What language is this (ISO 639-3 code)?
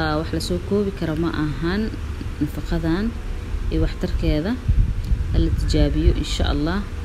som